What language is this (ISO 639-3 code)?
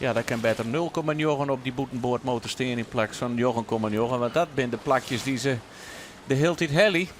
fry